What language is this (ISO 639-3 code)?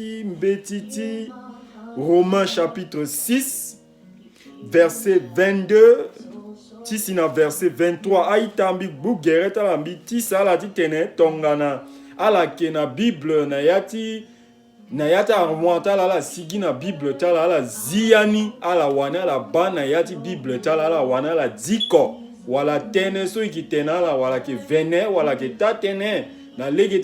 sag